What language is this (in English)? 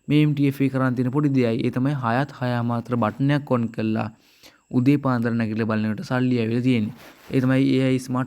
Sinhala